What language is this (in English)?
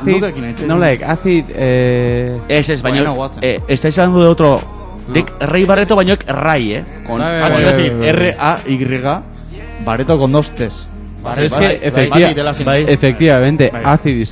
Basque